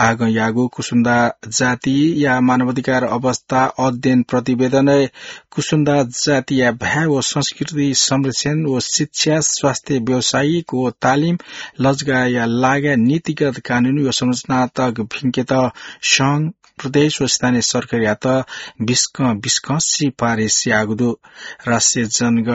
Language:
Newari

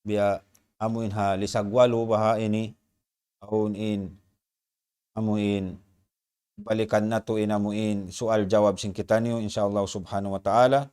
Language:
Tausug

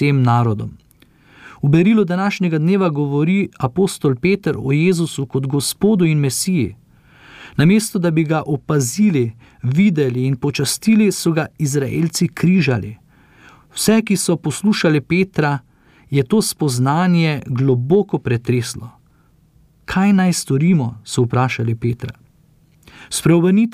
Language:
Slovenian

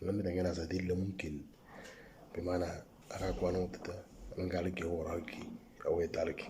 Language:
Moro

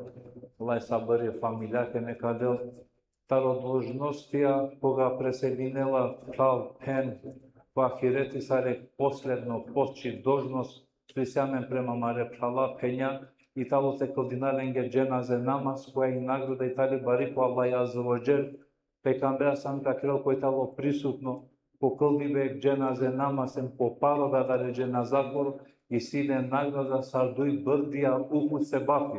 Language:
Balkan Romani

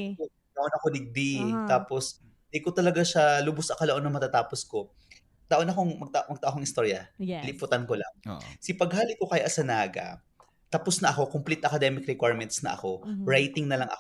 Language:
Bikol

